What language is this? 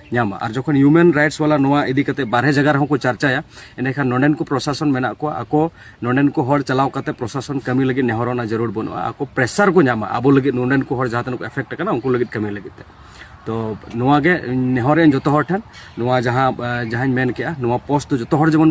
Santali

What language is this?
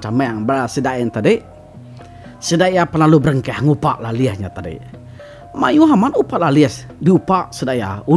Iban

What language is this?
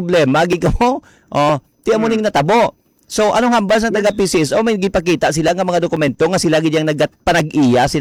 Hiligaynon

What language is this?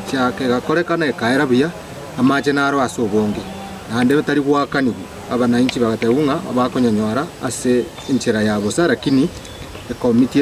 Gusii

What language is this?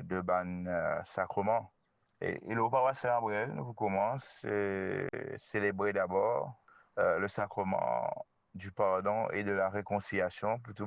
Morisyen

